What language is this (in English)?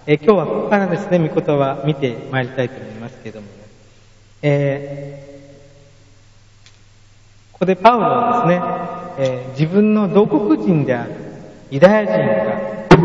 Japanese